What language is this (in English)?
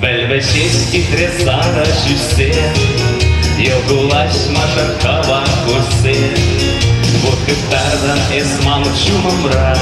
Chuvash